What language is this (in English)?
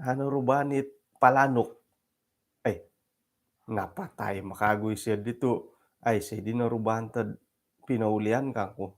Central Dusun